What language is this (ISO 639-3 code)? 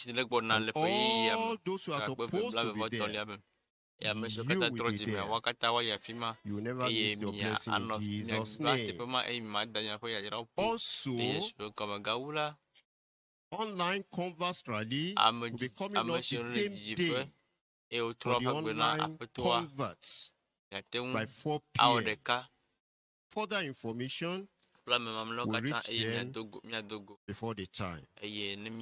ewe